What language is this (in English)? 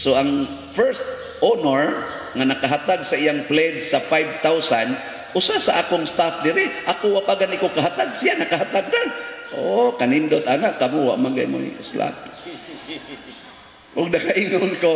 Cebuano